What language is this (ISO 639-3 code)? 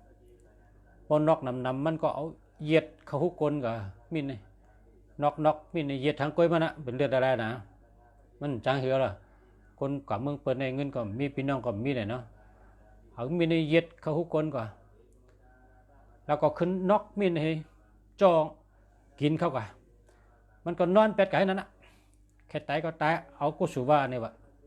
shn